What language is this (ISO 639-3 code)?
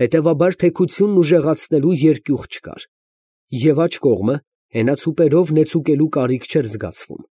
hye